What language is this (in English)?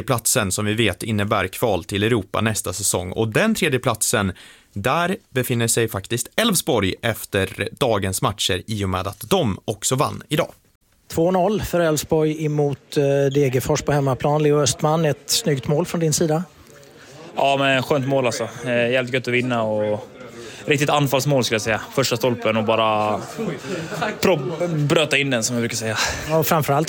Swedish